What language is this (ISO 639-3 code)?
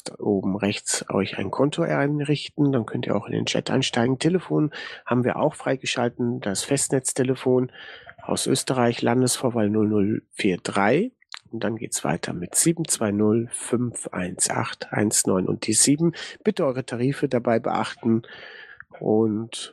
deu